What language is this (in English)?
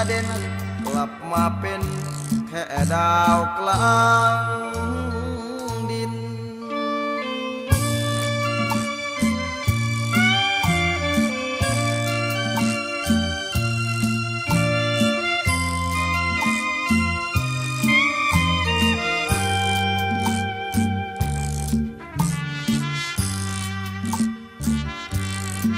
Thai